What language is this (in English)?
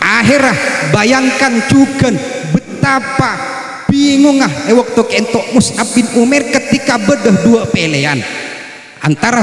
Madurese